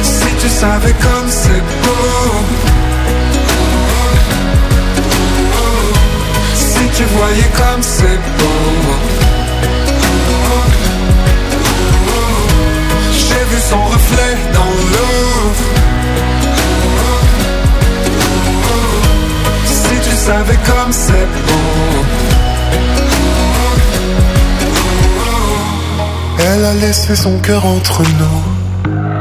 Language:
French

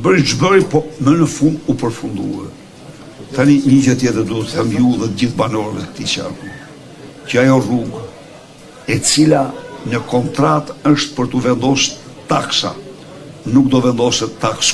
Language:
Albanian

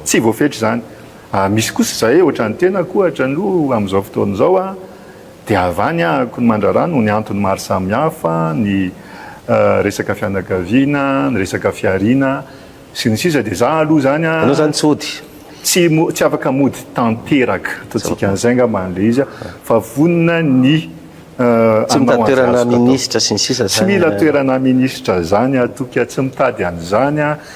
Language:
Malagasy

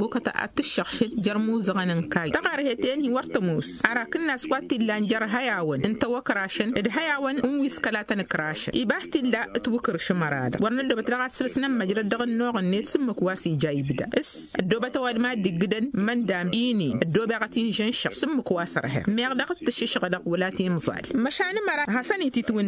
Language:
Tamasheq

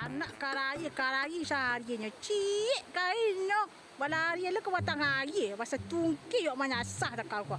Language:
Minangkabau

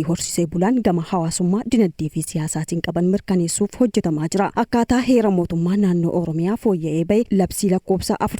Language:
Oromo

